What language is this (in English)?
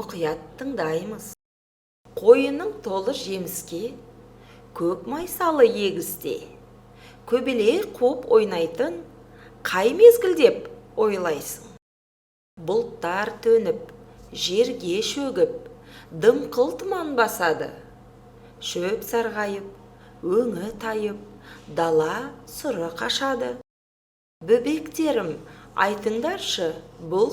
Kazakh